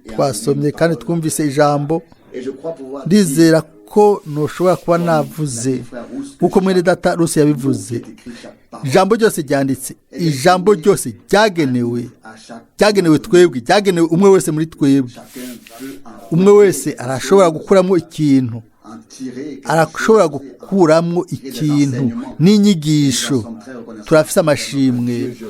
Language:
Rundi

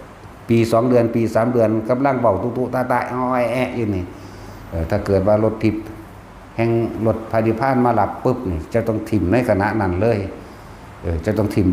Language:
Northeastern Thai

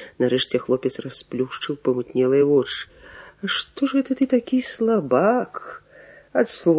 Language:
Belarusian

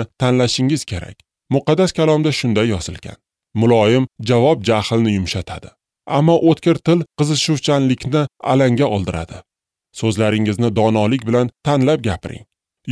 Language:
Uzbek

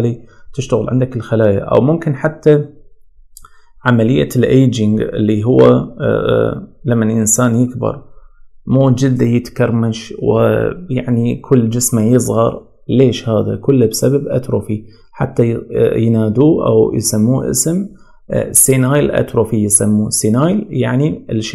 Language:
Mesopotamian Arabic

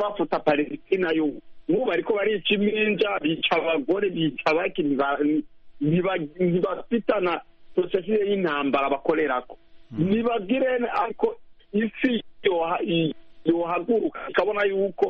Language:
Kinyarwanda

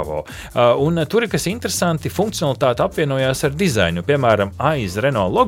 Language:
Latvian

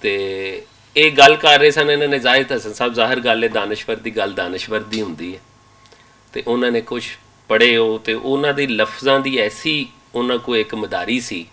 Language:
Western Panjabi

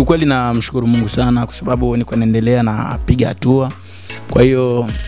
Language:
Swahili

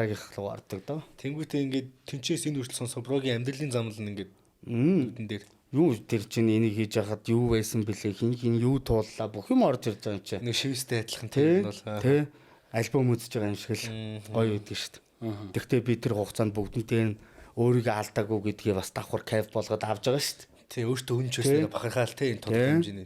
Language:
Mongolian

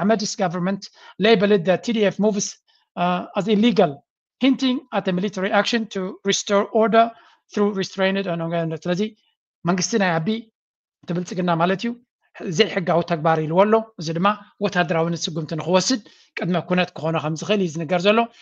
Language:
Tigrinya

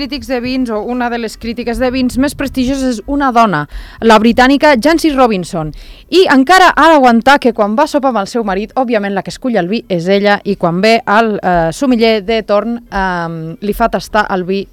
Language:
Catalan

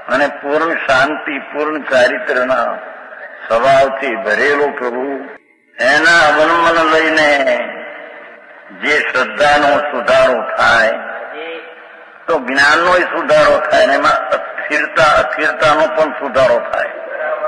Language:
Gujarati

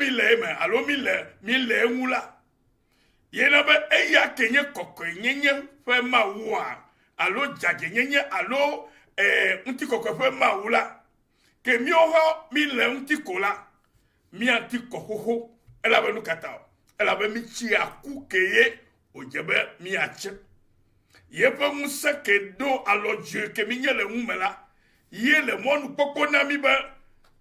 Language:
Ewe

